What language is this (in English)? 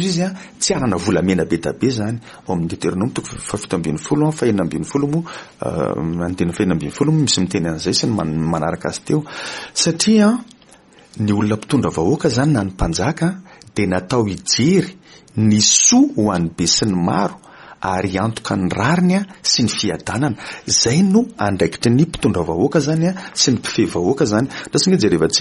Malagasy